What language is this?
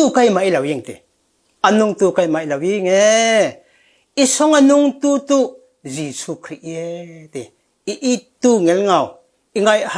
Falam Chin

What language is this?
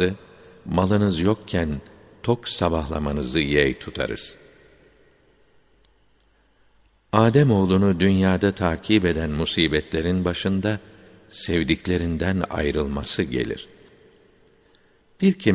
Turkish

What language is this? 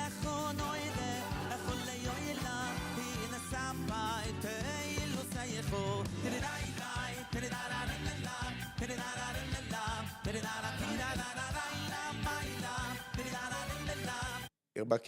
Yiddish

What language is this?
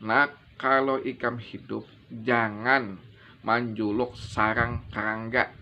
Banjar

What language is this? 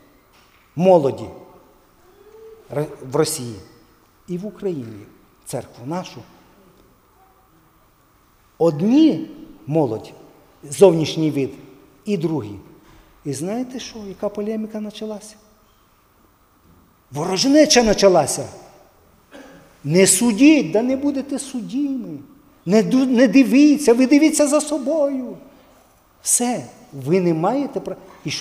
Ukrainian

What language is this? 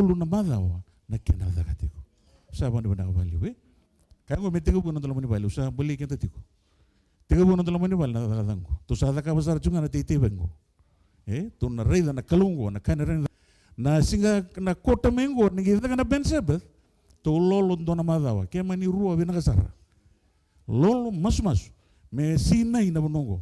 Fijian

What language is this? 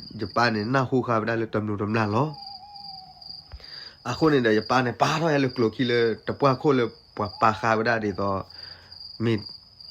S'gaw Karen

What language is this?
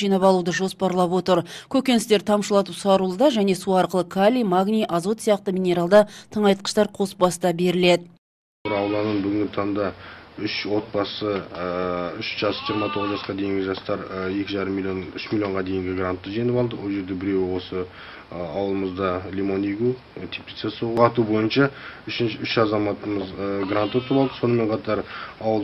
Kazakh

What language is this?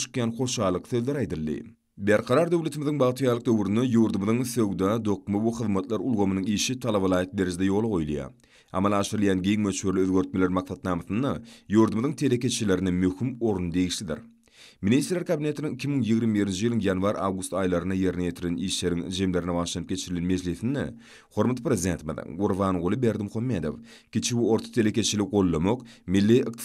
Turkmen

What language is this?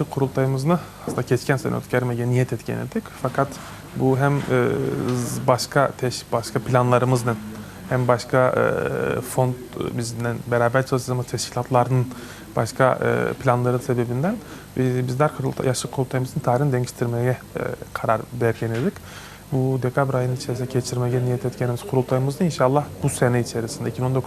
Crimean Tatar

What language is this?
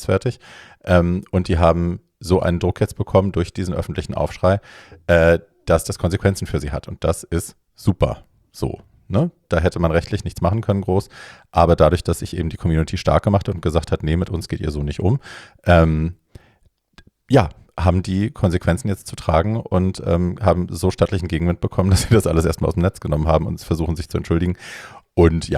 German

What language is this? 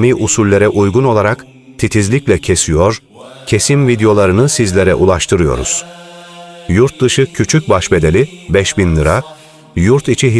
Turkish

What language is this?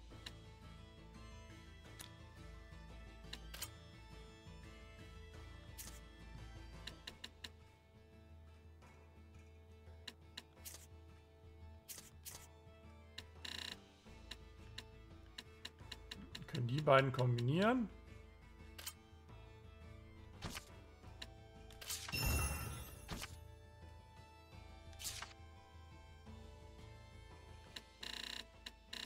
German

